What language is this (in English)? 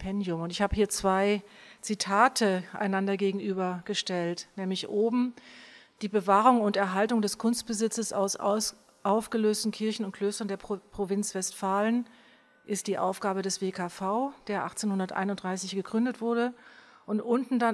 German